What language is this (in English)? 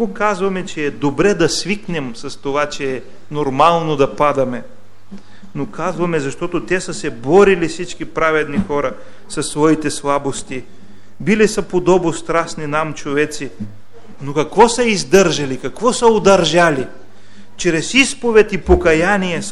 Bulgarian